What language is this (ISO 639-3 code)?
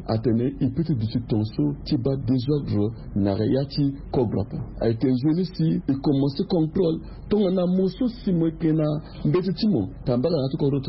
sag